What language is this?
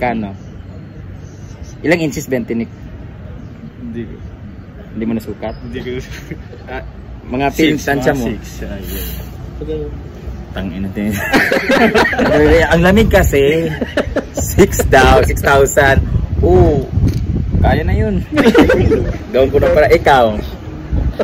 Filipino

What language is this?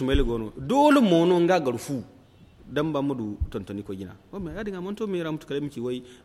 Zarma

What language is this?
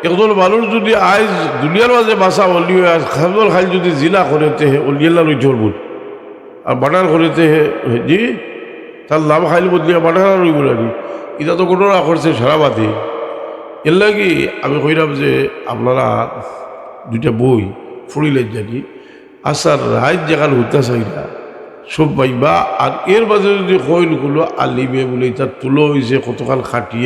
Sylheti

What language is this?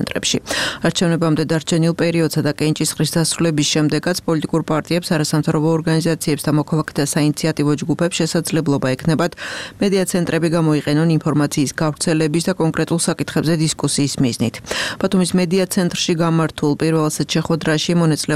Georgian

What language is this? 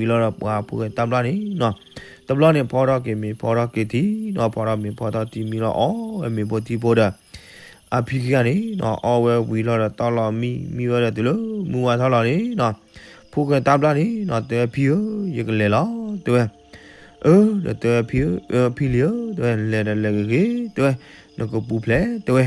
S'gaw Karen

